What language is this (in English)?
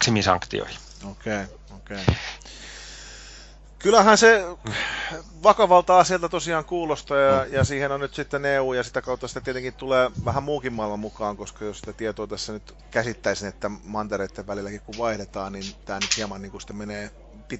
Finnish